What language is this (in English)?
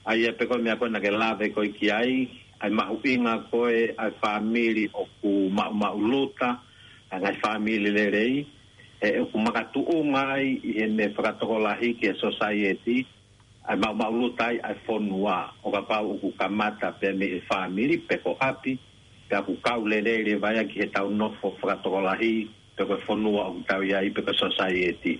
Tongan